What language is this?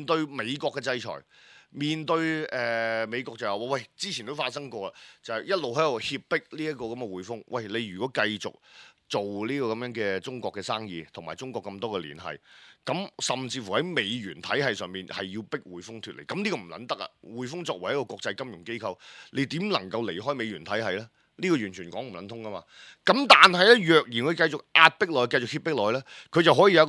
Cantonese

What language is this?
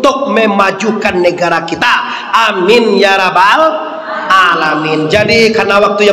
Minangkabau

